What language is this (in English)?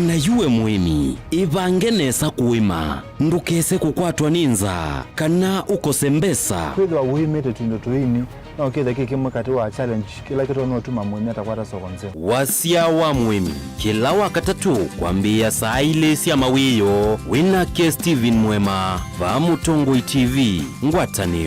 Kamba